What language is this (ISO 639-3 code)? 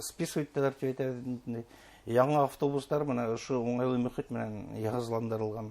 bak